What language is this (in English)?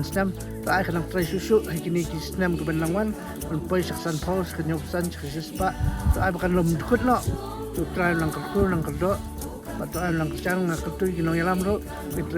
Khasi